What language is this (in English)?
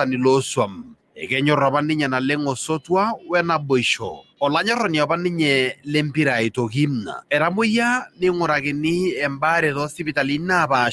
Masai